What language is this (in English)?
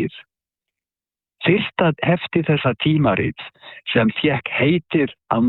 Icelandic